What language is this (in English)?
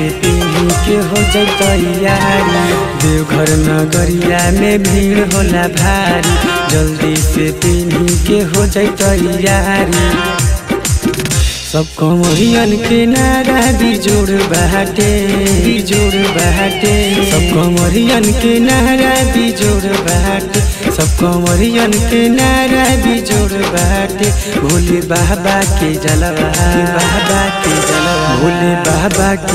Bhojpuri